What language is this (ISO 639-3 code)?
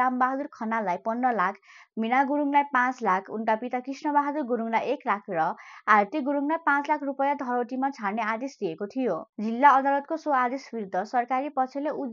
nep